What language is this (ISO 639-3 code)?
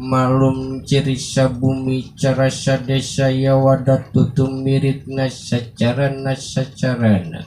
sun